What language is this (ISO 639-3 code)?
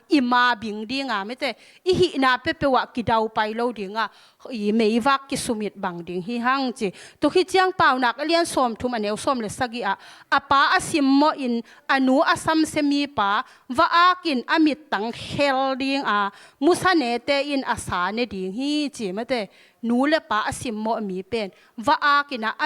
ctd